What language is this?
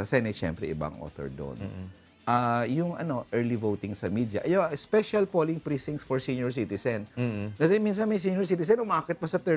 Filipino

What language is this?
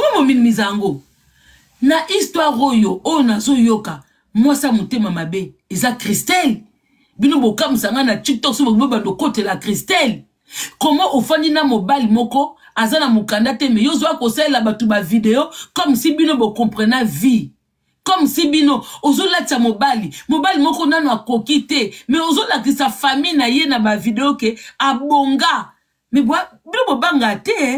Lingala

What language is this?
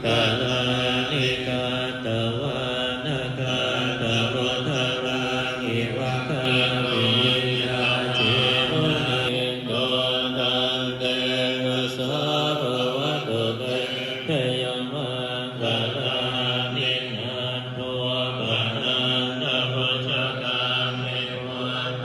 Pali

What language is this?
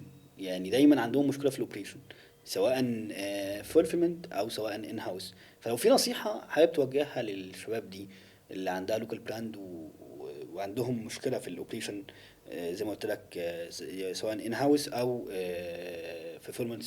Egyptian Arabic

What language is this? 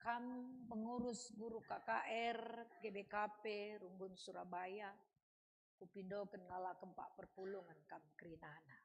Batak Karo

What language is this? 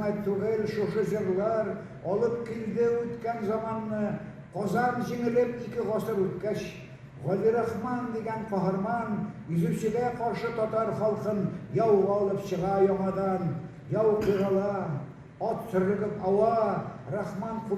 Tatar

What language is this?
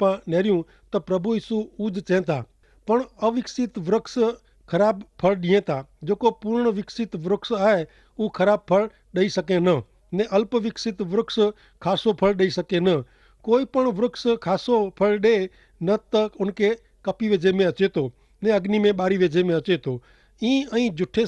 Kachhi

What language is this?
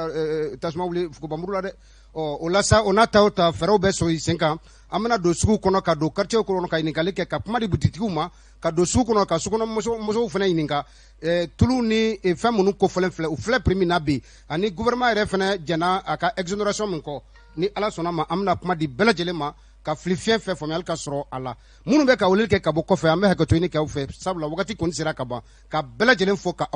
Bambara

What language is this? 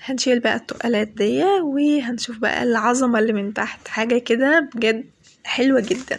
Egyptian Arabic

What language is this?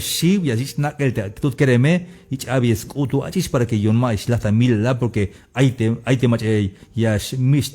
Tzeltal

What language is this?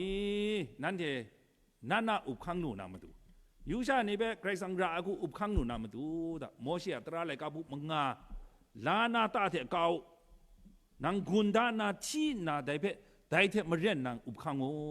Kachin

